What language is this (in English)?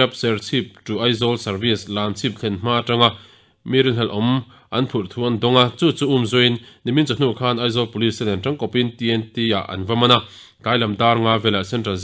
Mizo